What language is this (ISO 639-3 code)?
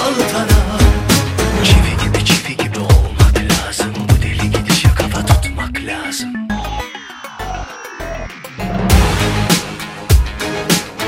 tur